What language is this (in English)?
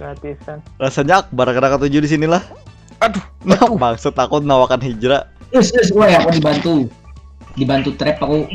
Banjar